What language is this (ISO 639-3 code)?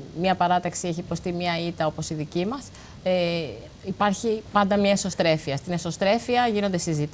ell